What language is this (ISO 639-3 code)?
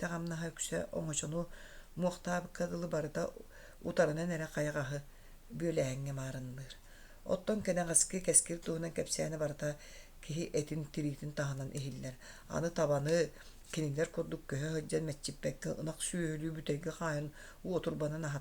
sah